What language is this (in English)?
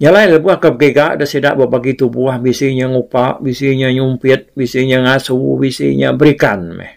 Iban